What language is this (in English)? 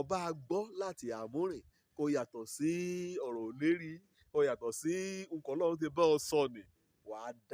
Yoruba